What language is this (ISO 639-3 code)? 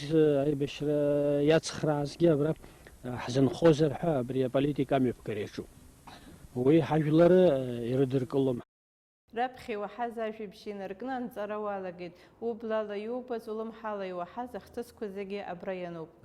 abk